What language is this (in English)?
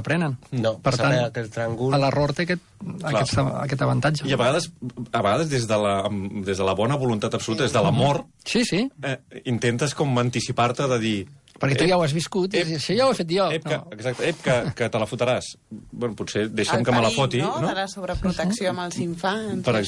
Catalan